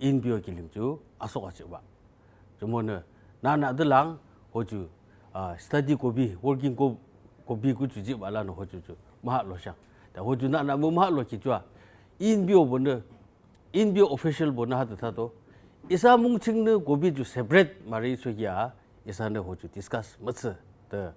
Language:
Yimchungru Naga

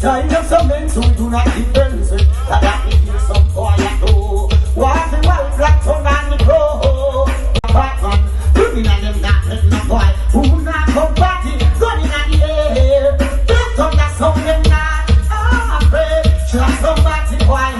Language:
Jamaican Creole English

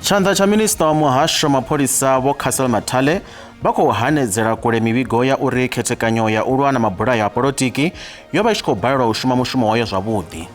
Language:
Venda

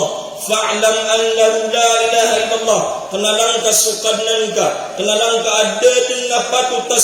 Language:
Maranao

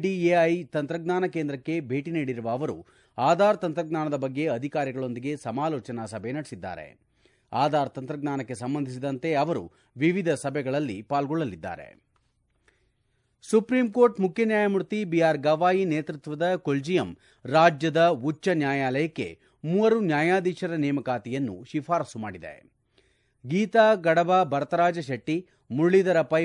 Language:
Kannada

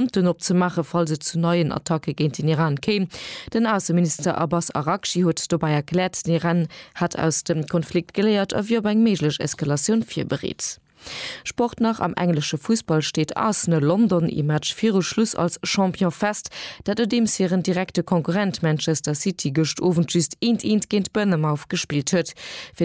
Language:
Luxembourgish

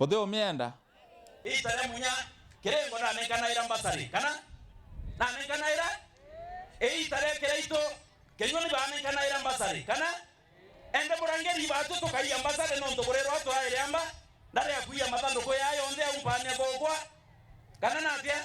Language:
Meru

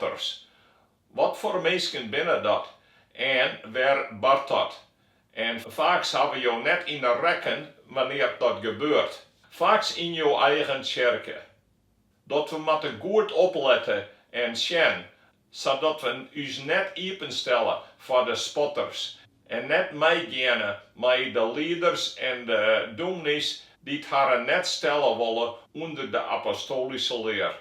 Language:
Western Frisian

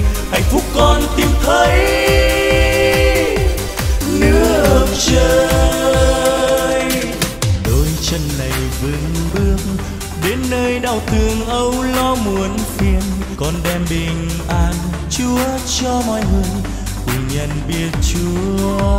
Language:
Vietnamese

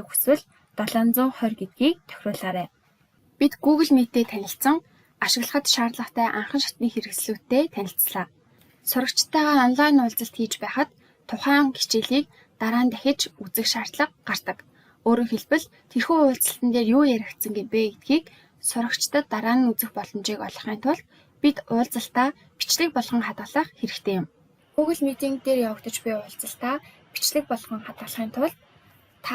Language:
Mongolian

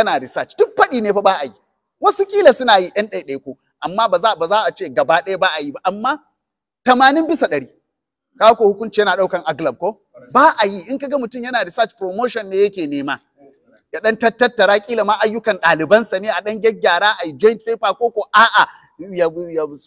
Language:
Hausa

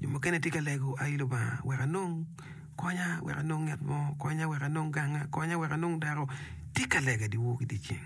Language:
Acoli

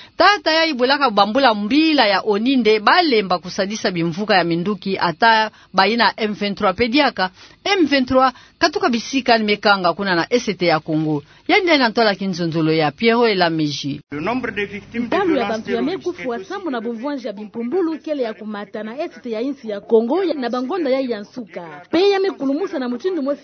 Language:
Kituba (Democratic Republic of Congo)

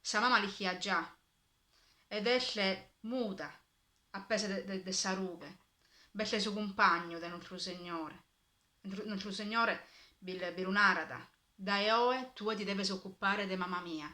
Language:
Sardinian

